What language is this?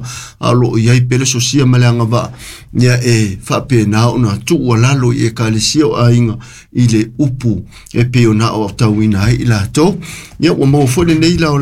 Samoan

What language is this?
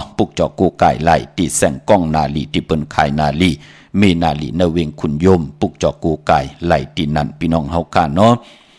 Shan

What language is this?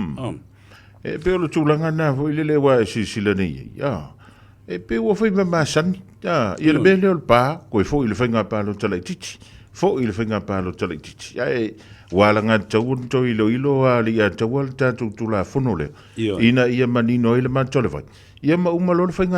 Samoan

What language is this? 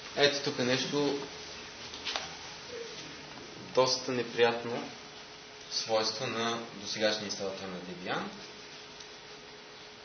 Bulgarian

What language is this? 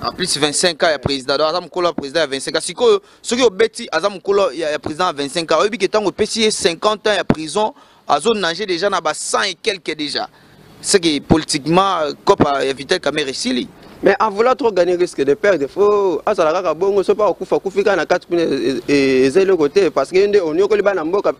Lingala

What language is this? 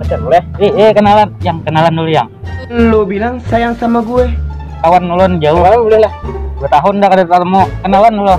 Banjar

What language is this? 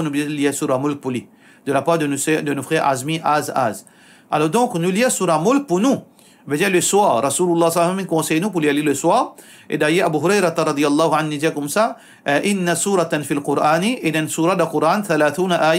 Morisyen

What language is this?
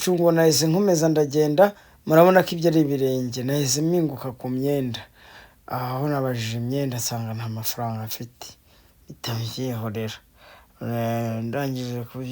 Kinyarwanda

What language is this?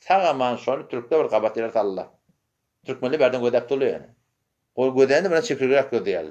Turkmen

